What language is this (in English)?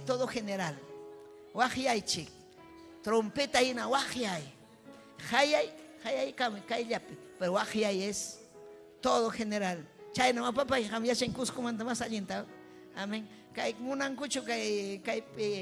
Ayacucho Quechua